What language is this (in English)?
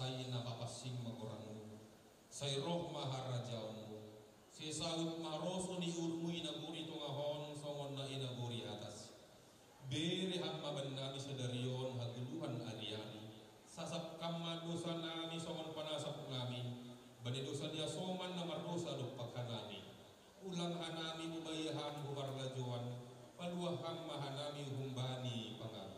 Batak Simalungun